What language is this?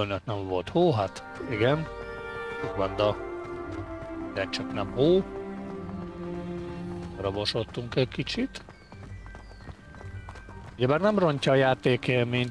Hungarian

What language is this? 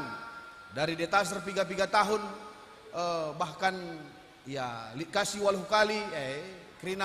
Batak Karo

